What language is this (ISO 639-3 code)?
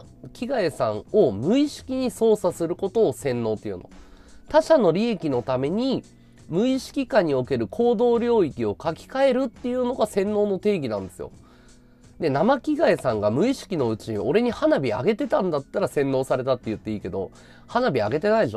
jpn